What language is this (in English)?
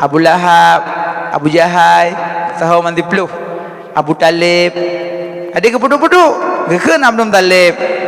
Achinese